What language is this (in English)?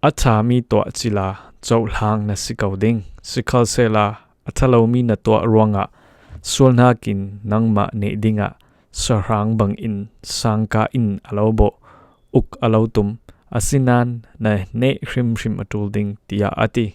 Falam Chin